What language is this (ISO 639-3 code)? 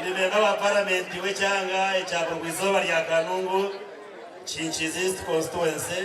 nyn